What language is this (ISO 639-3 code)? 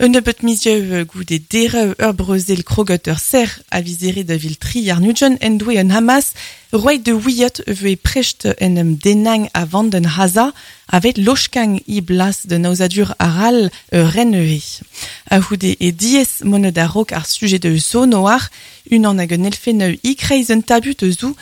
bre